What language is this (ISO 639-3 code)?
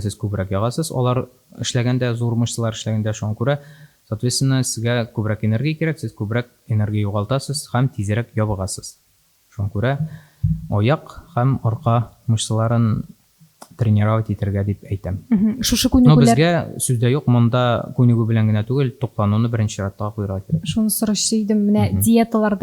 tat